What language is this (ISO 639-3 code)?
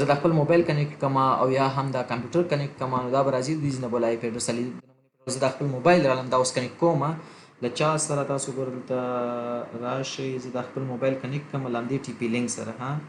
pus